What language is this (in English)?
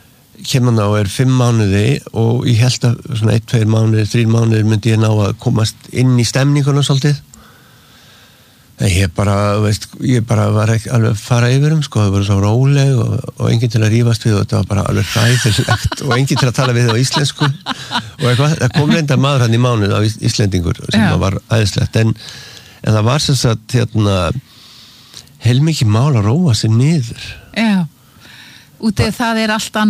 Icelandic